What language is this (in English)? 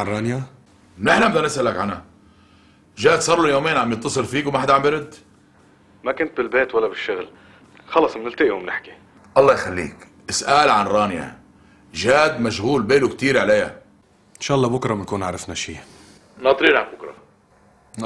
North Levantine Arabic